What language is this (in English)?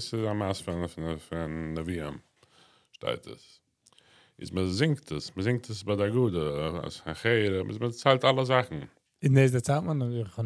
Yiddish